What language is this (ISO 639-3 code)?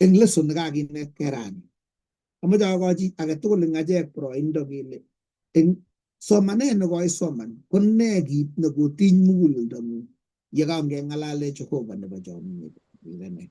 kln